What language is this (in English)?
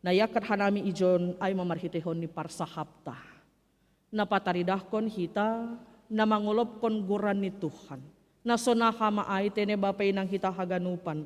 Batak Simalungun